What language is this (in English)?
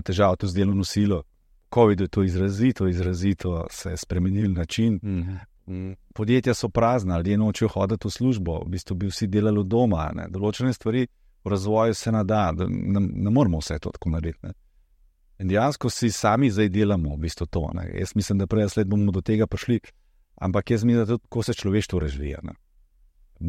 Slovenian